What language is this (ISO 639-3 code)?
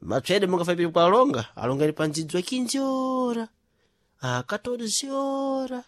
seh